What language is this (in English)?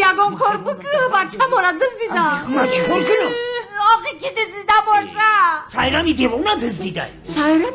Tajik